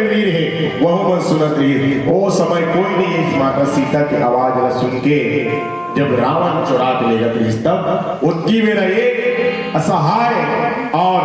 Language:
Chhattisgarhi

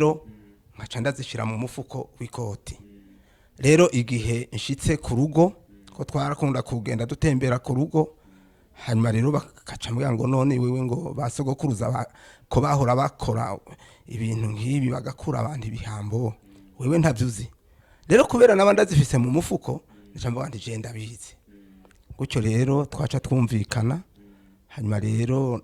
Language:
Rundi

